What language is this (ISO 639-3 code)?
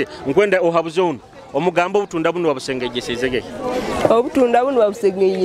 nyo